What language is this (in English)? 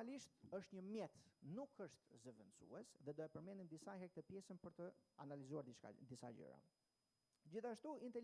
Albanian